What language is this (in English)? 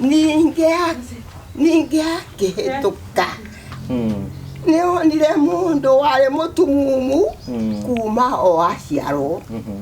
Kikuyu